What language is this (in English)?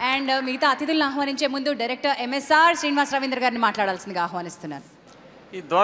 Telugu